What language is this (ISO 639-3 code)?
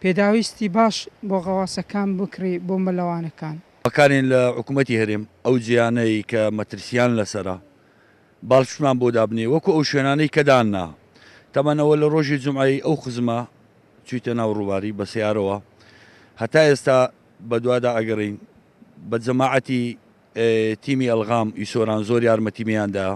ckb